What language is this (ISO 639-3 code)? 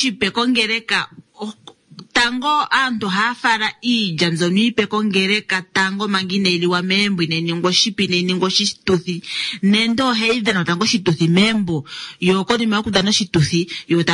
kua